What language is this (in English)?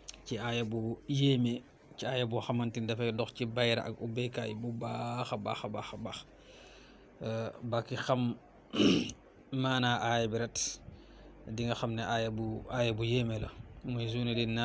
Wolof